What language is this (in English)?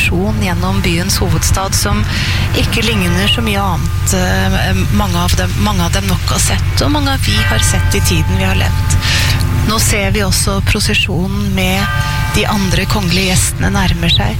Norwegian